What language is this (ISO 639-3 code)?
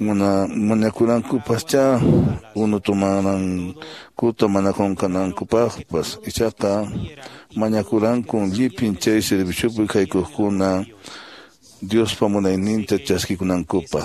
que